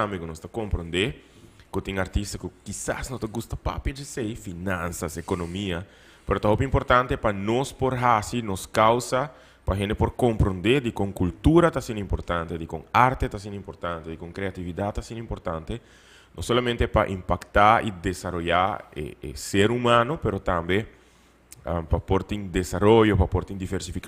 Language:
Papiamento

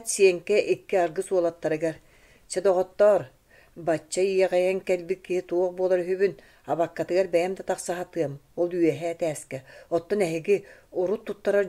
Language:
Yakut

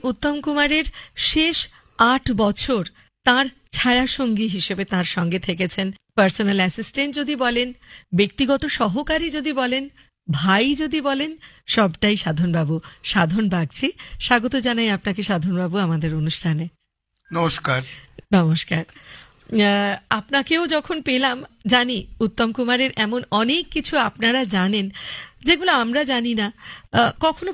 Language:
Bangla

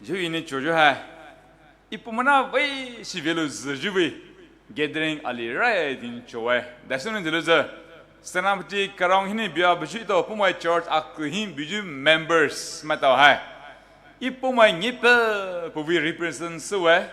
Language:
Poumei Naga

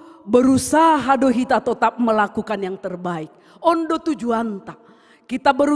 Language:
Batak Simalungun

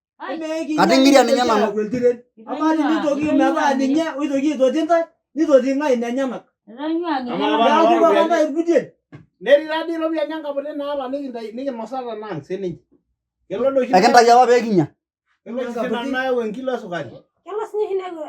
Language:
Masai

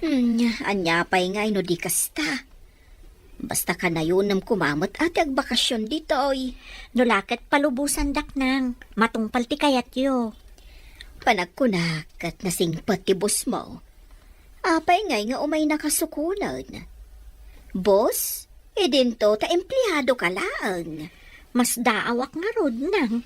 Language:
Iloko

